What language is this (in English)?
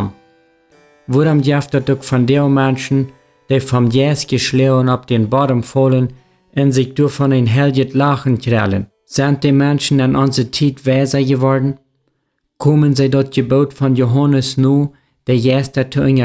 Plautdietsch